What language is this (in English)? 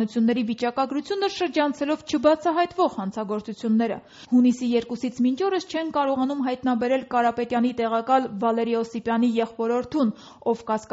Armenian